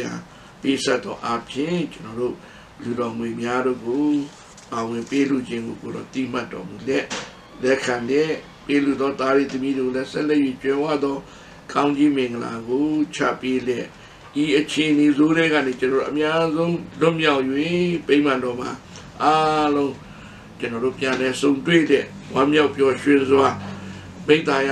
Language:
Burmese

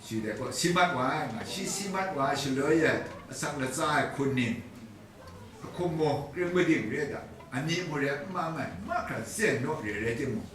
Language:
Kachin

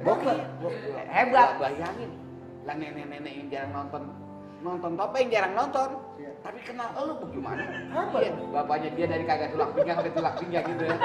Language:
Betawi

